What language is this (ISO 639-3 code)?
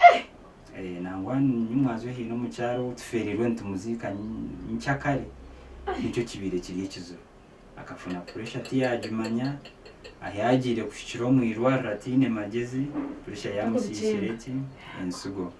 nyn